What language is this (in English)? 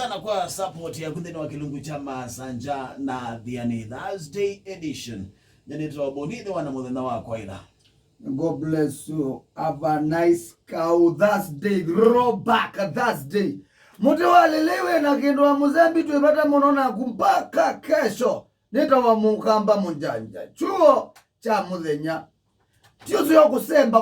Kamba